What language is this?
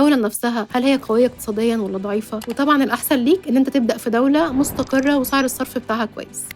Egyptian Arabic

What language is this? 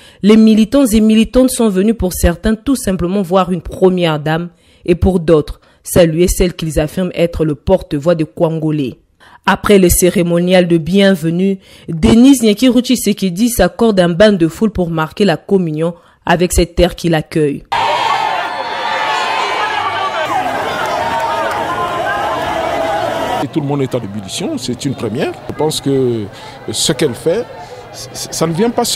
French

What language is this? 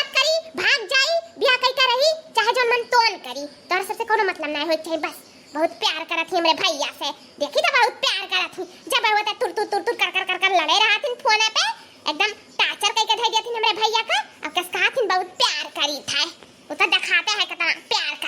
Awadhi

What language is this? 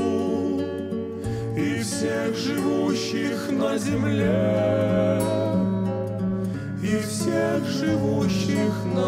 Russian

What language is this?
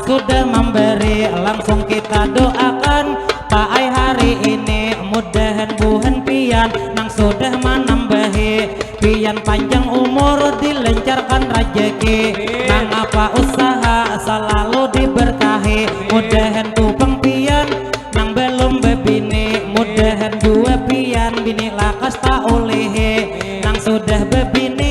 Banjar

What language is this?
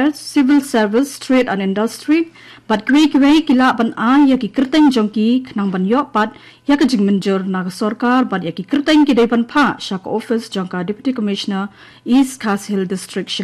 Khasi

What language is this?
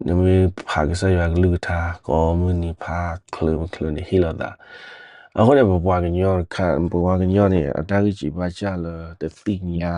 S'gaw Karen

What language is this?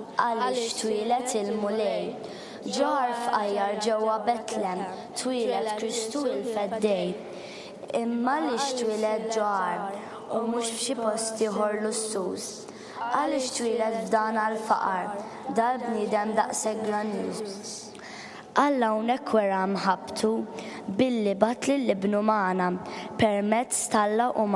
Maltese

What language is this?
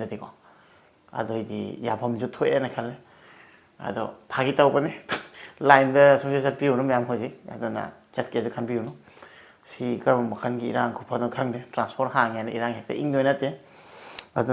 Manipuri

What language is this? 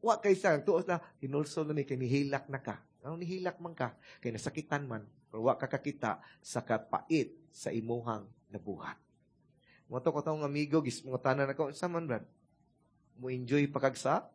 Cebuano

